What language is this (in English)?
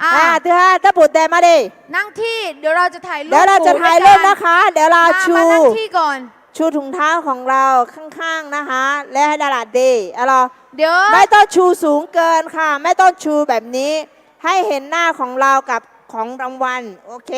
Akha